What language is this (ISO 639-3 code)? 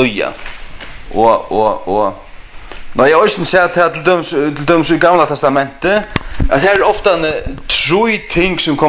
fao